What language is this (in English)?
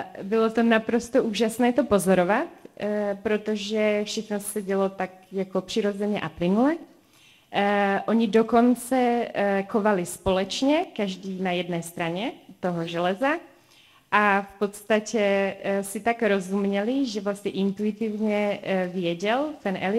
Czech